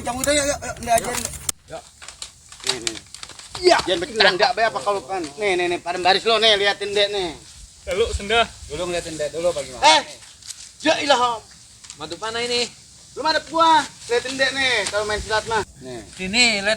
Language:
Betawi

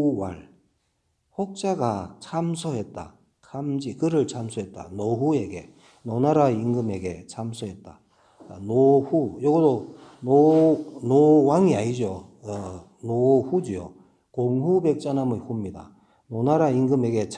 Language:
Korean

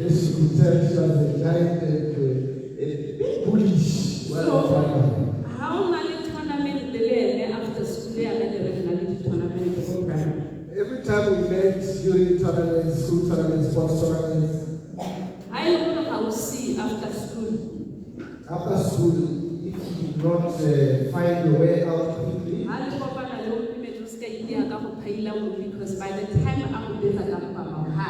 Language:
Tswana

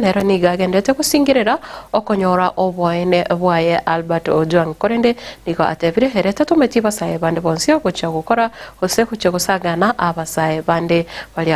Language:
Gusii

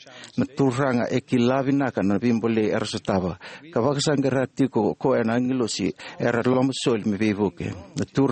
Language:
Fijian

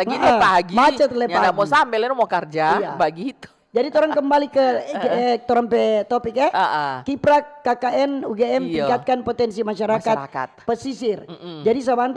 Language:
Manado Malay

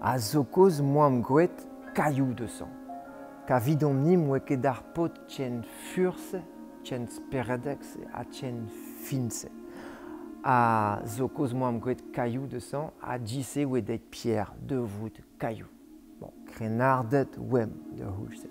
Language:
Breton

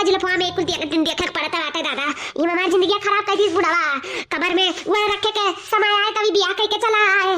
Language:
Awadhi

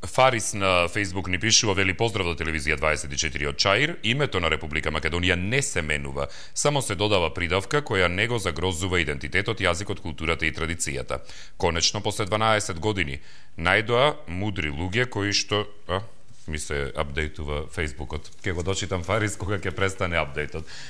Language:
Macedonian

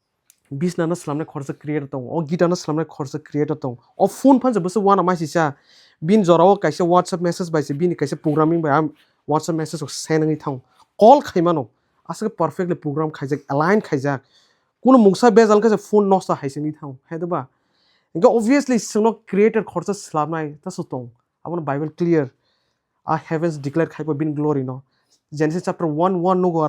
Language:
Kok Borok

